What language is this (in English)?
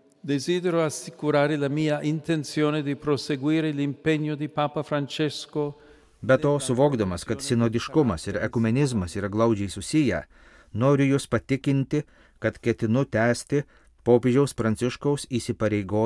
Lithuanian